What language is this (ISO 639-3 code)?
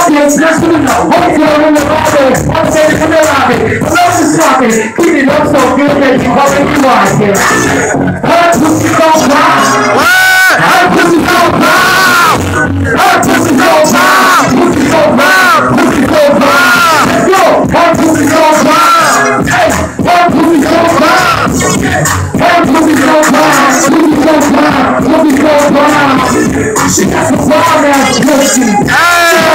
eng